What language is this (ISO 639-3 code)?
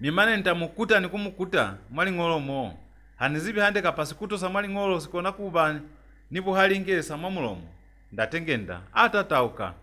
loz